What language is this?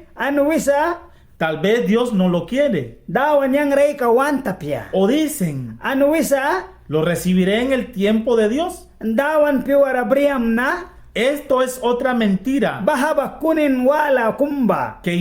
Mískito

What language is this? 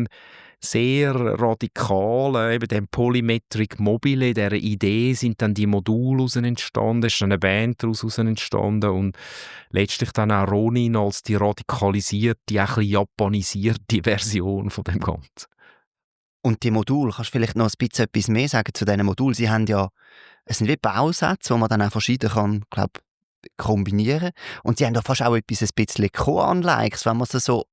Swiss German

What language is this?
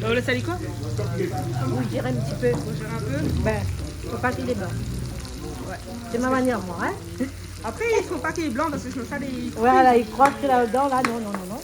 Réunion Creole French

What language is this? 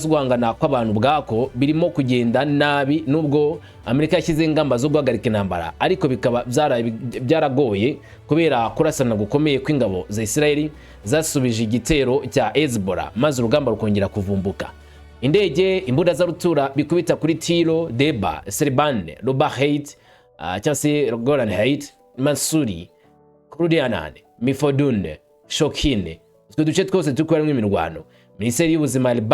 Kinyarwanda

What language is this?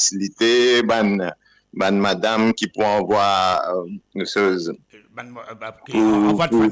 Morisyen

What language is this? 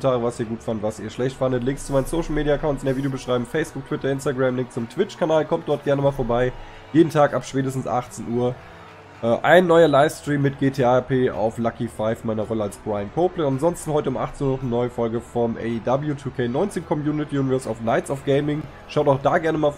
German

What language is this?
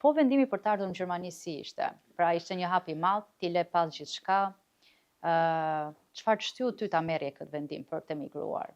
Albanian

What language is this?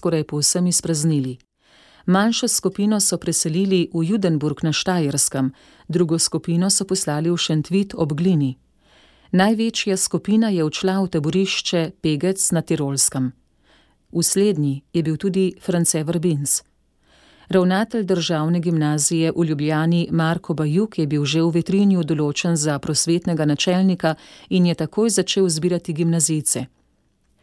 Slovenian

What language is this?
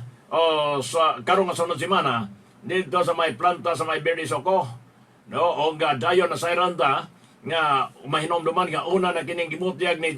Cebuano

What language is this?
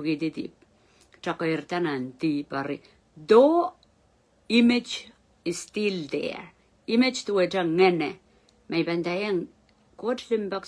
Pohnpeian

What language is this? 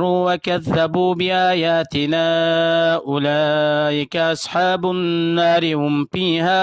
Uyghur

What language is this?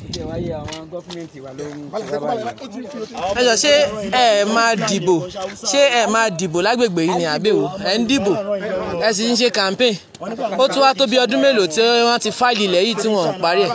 Yoruba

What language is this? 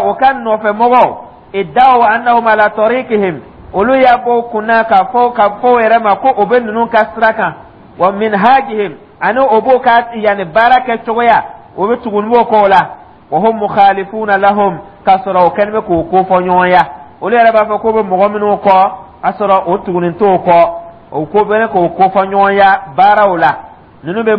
Dyula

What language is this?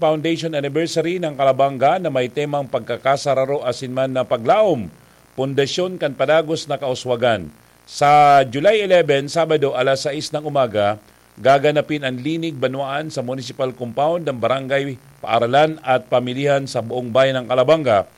Bikol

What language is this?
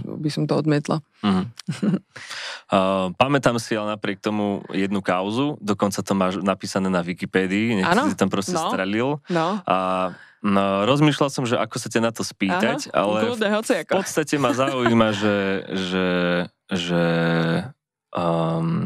Slovak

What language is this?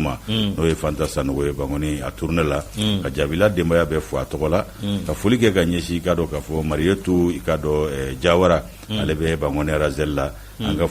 Bambara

